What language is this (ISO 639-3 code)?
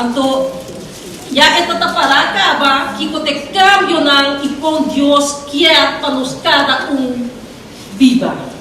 pap